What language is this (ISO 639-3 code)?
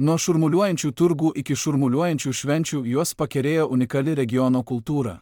lit